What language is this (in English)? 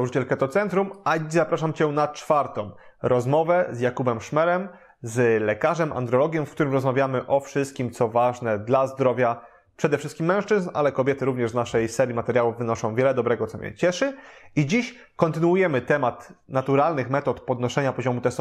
Polish